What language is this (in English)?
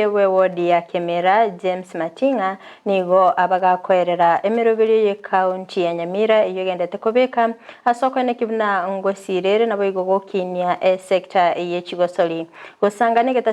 Gusii